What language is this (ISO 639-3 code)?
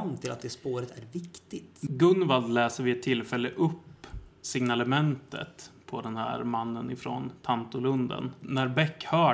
swe